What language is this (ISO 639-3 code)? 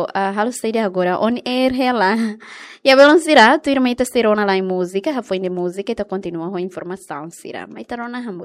tet